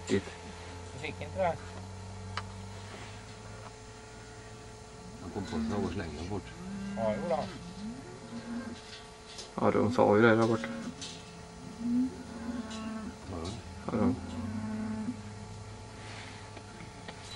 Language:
Swedish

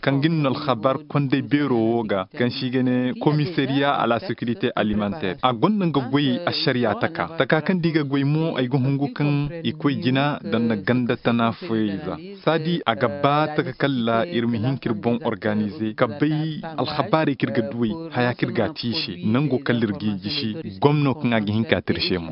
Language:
Koyraboro Senni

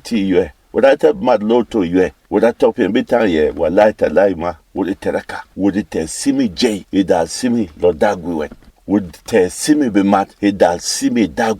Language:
Berom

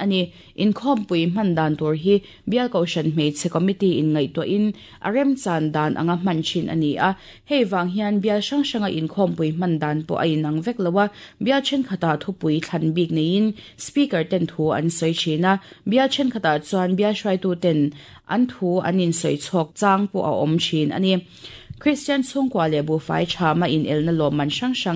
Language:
Mizo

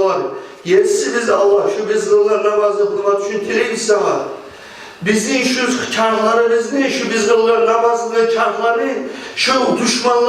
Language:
Kumyk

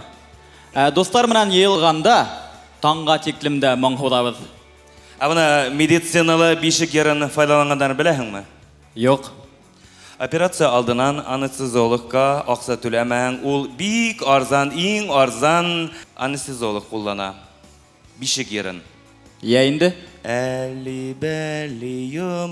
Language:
Bashkir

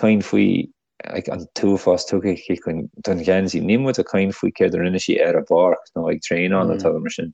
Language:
Irish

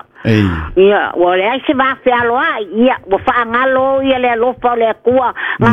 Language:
Samoan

